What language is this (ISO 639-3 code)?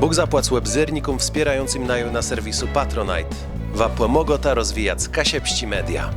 csb